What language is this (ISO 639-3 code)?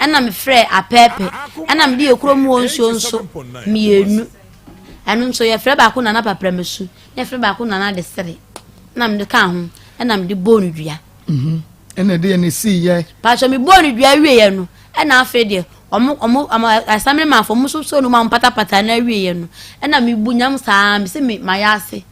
aka